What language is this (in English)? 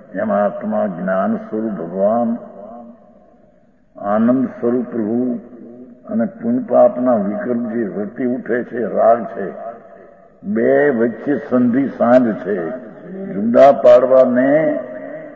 Gujarati